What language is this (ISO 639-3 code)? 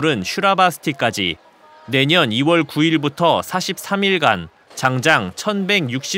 kor